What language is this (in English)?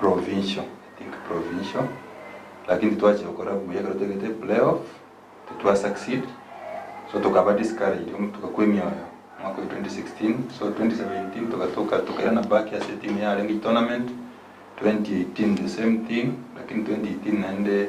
Gusii